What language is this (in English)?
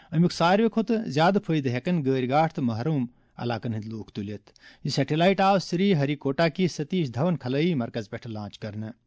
Kashmiri